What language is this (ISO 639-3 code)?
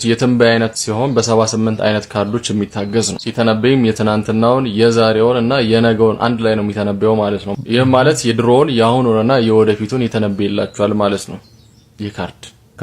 amh